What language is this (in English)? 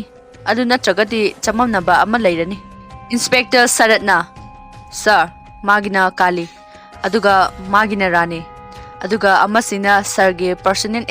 Manipuri